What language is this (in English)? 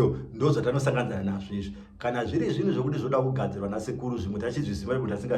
Shona